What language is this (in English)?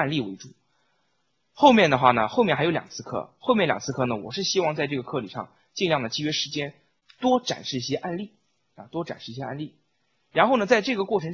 Chinese